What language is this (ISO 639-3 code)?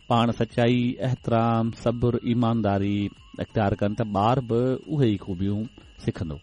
snd